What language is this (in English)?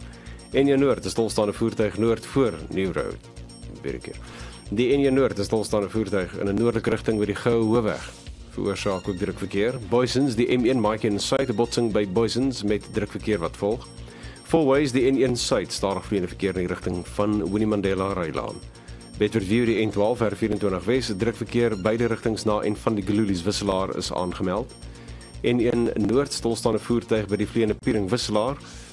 Afrikaans